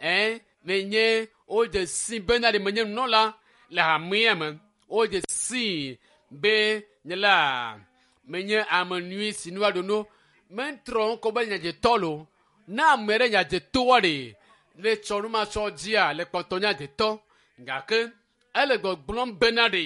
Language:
Ewe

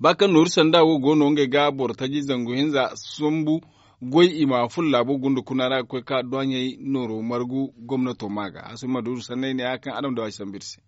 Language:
Zarma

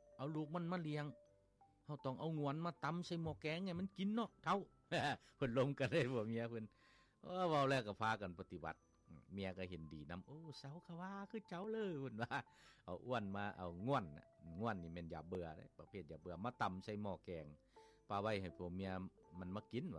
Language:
Lao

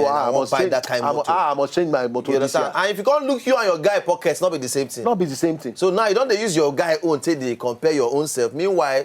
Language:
Nigerian Pidgin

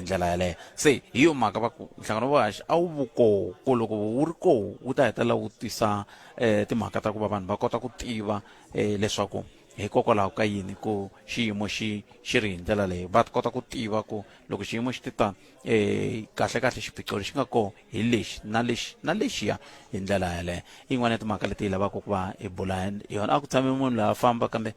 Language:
Tsonga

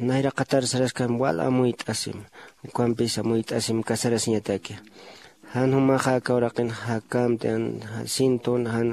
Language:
Aymara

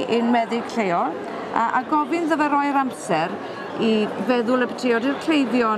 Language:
Welsh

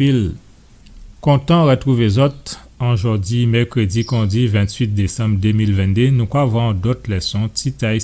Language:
Guadeloupean Creole French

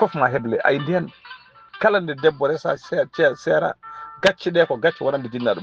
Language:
Fula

